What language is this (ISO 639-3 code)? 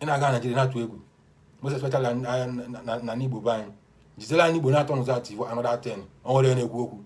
ibo